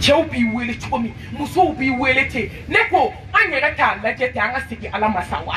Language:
Bambara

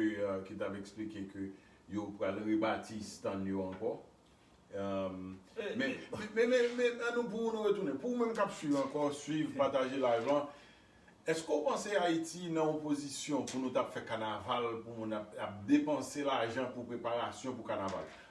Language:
Haitian Creole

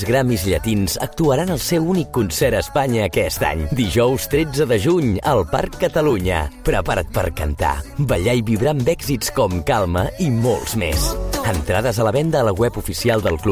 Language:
Catalan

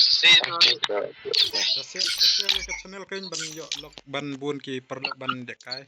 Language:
Khasi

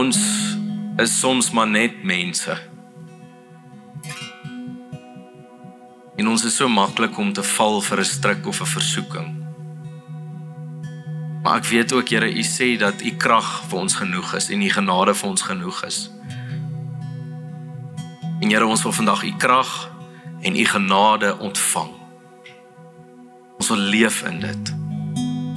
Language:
Afrikaans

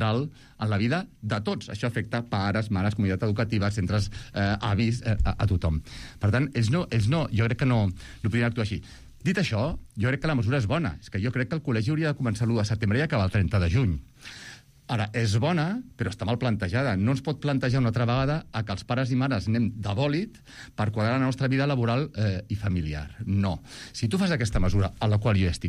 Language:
Catalan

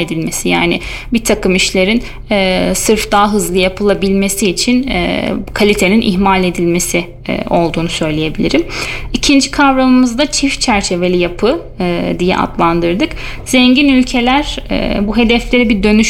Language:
Turkish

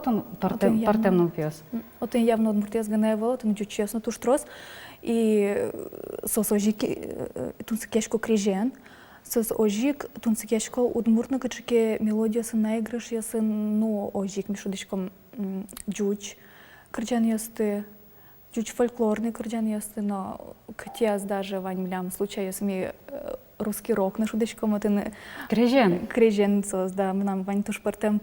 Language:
Udmurt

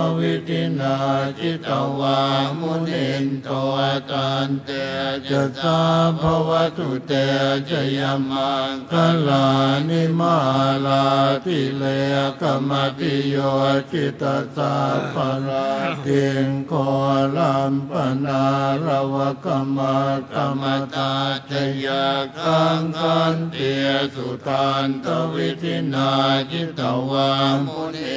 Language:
Pali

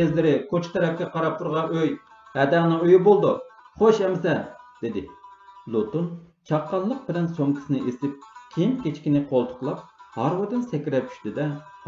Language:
Uyghur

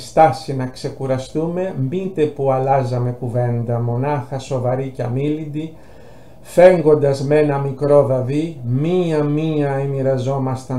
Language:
Greek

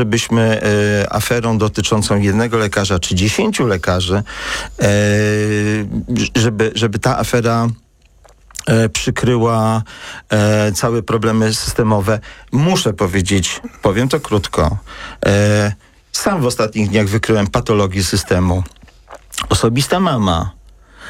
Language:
Polish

